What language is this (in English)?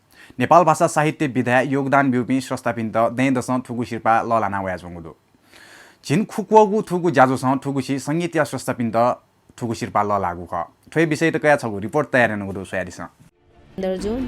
Newari